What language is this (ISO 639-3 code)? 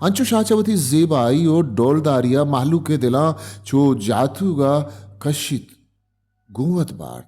bal